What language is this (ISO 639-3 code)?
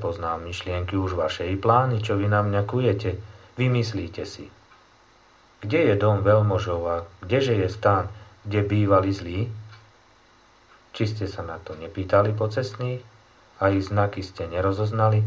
slk